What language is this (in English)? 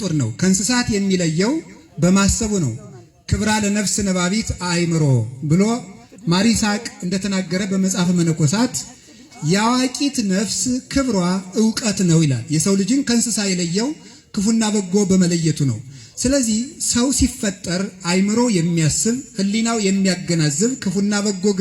Amharic